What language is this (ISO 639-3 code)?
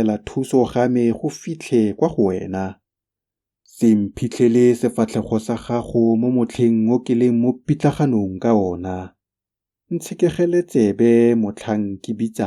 tsn